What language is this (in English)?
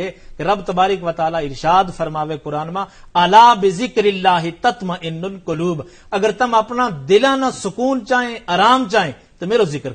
Gujari